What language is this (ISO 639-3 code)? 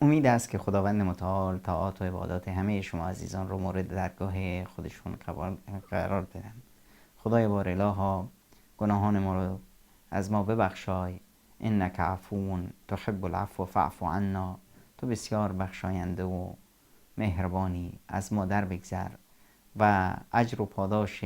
fas